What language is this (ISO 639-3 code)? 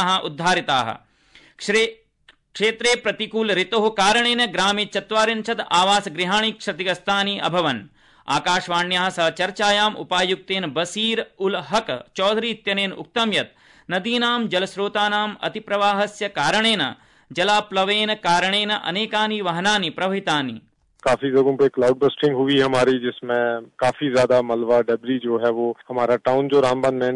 san